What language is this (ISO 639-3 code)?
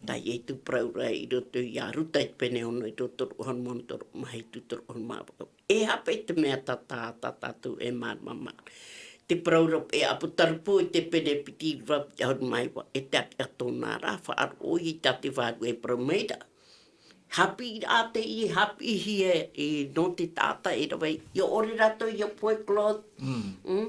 tah